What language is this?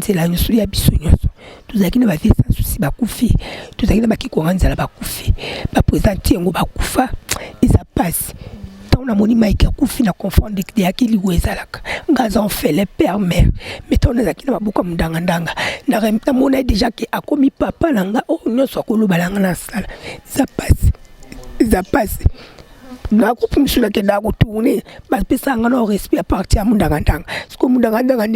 Lingala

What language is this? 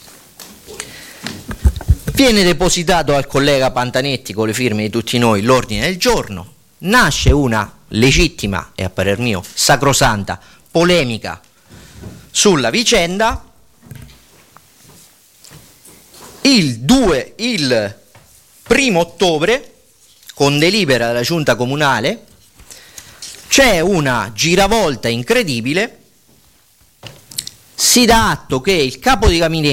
Italian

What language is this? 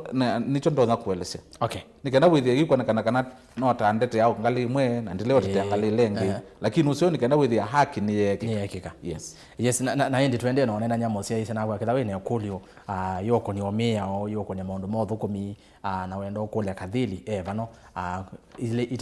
Kamba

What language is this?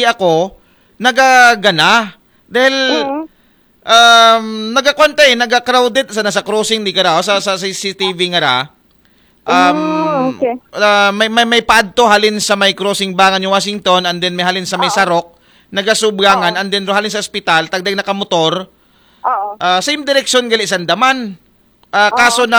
Aklanon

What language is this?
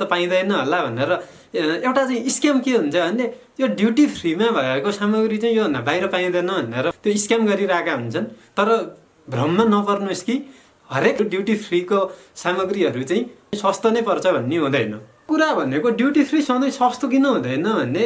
Nepali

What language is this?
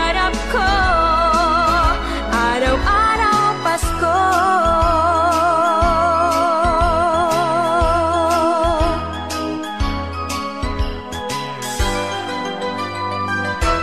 Filipino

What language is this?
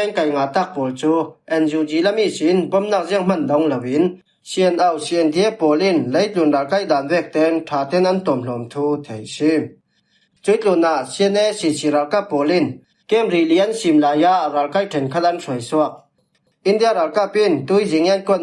Falam Chin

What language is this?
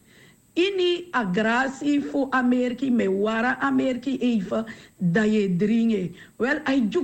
Sranan Tongo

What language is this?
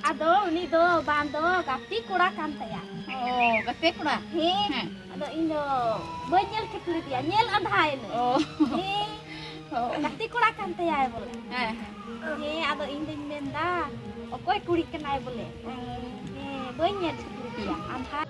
Santali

